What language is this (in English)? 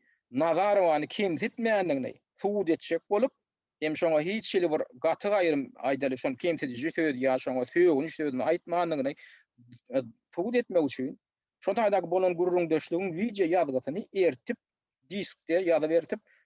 Turkmen